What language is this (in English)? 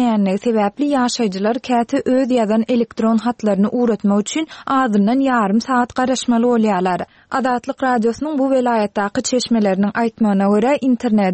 Turkmen